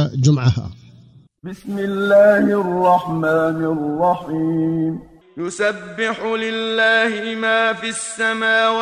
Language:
Somali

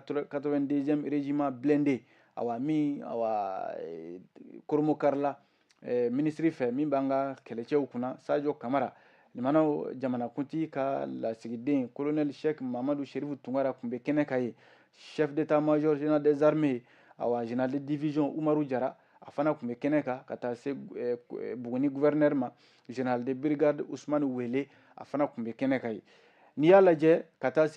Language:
Bambara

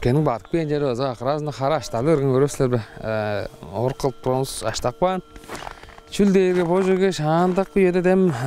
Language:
Tuvinian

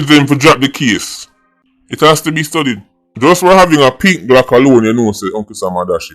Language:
Jamaican Creole English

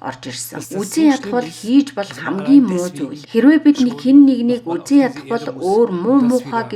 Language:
Mongolian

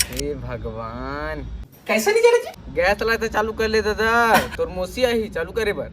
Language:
Chhattisgarhi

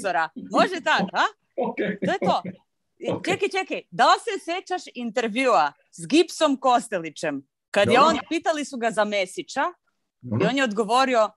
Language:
Croatian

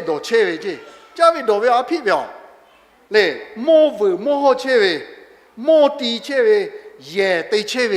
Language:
Lahu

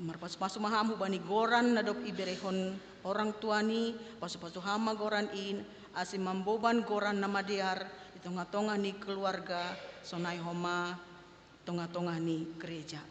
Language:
Batak Simalungun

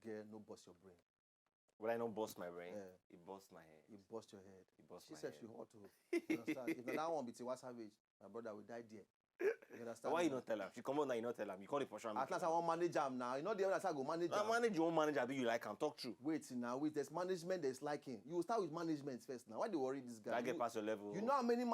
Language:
Nigerian Pidgin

